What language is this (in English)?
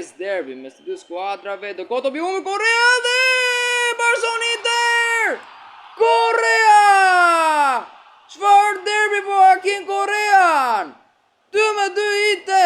Albanian